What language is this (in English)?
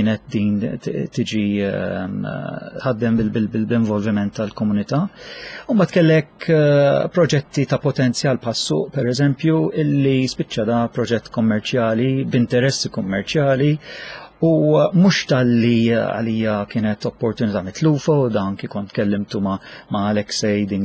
Maltese